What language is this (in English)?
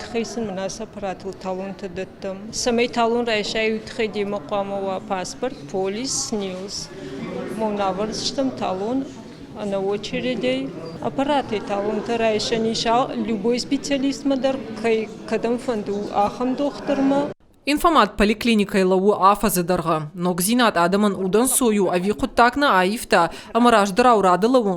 Ossetic